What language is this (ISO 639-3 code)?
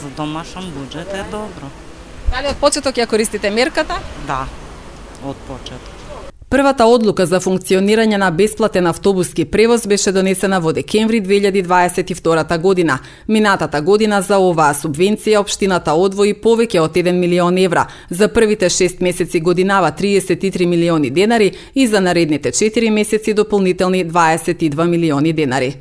mkd